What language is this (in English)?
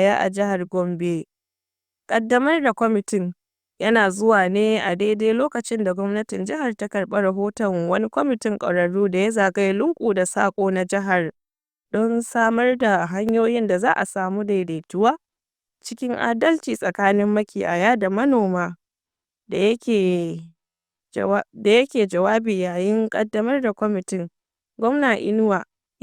Hausa